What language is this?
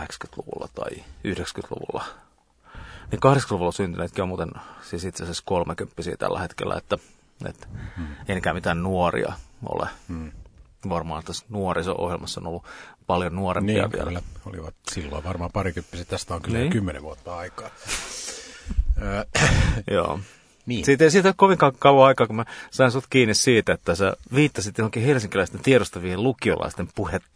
Finnish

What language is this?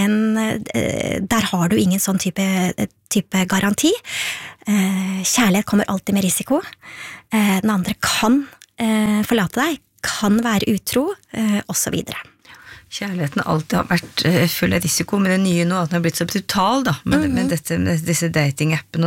Norwegian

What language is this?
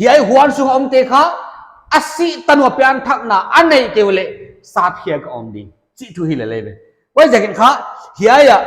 Paite Chin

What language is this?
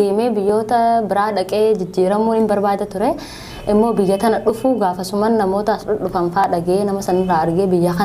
Oromo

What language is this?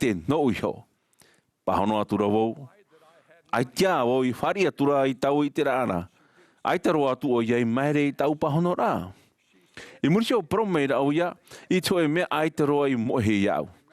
Tahitian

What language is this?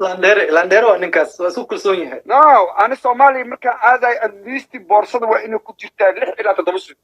Somali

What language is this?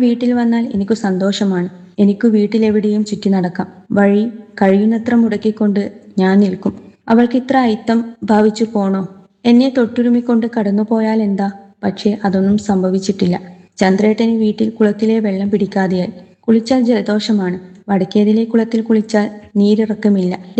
Malayalam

